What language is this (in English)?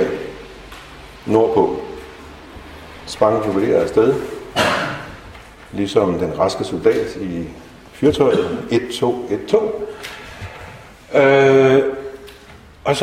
Danish